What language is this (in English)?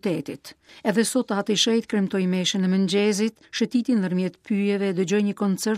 Albanian